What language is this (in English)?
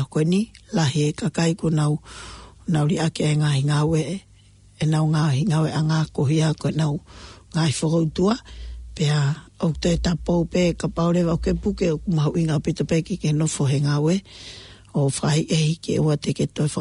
Tongan